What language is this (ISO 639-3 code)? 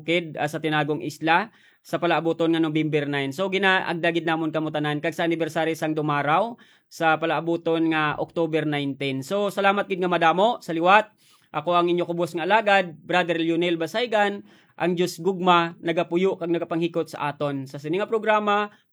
hil